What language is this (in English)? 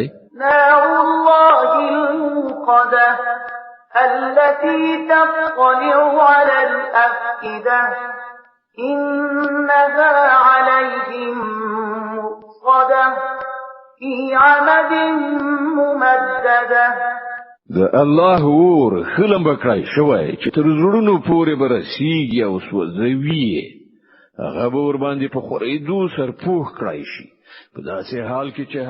Pashto